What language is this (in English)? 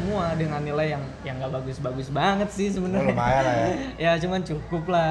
Indonesian